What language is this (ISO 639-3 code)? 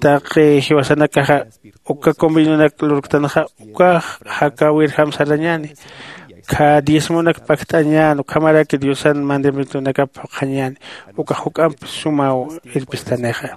aym